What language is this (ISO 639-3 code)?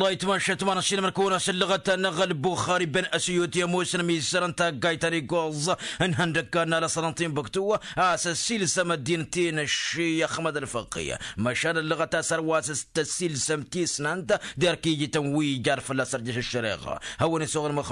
taq